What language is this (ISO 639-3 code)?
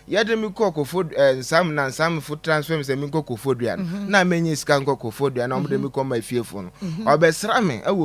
aka